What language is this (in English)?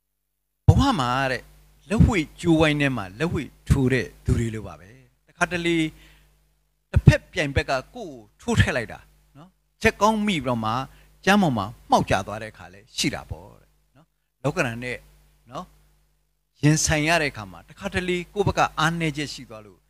Burmese